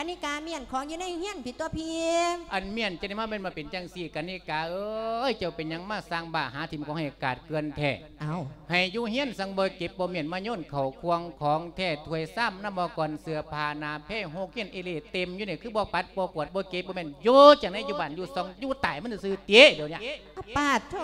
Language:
Lao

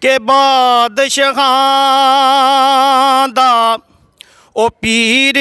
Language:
Pahari-Potwari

